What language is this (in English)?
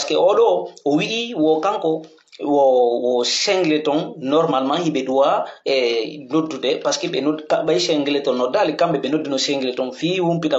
Pular